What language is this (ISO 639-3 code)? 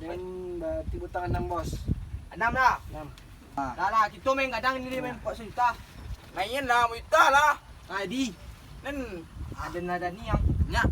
min